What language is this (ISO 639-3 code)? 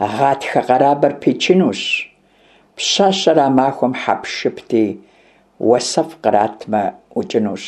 kbd